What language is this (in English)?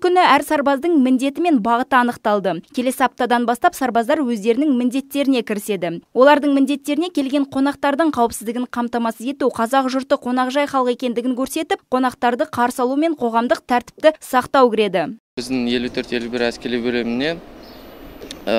Kazakh